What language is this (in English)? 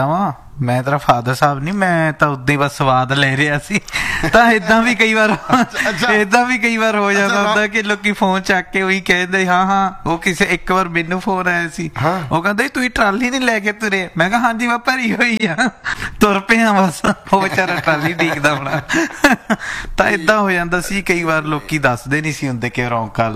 Punjabi